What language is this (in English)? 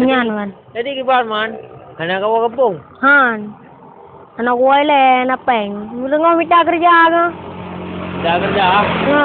Achinese